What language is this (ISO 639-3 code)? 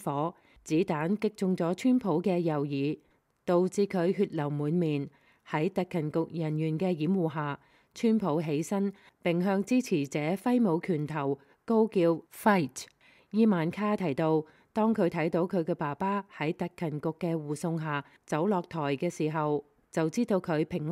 yue